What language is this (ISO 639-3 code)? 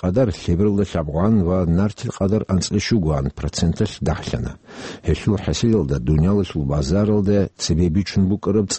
ava